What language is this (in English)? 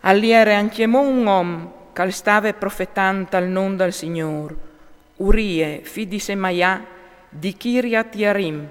Friulian